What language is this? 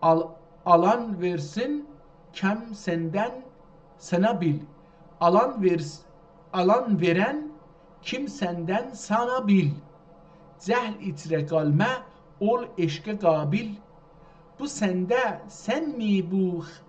South Azerbaijani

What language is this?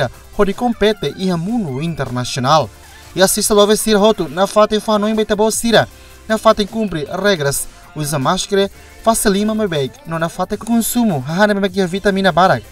Tetum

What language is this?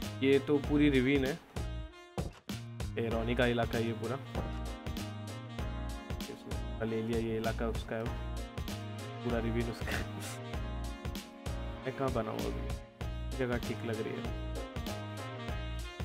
Hindi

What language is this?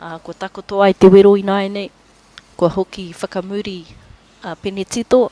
Māori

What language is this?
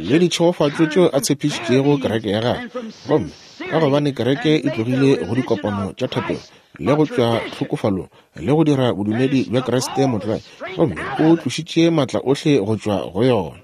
Northern Sotho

